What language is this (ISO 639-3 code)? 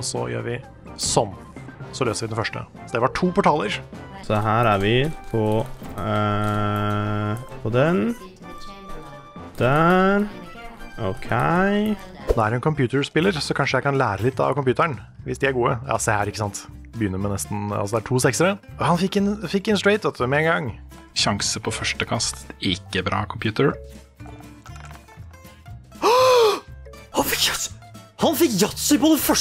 nor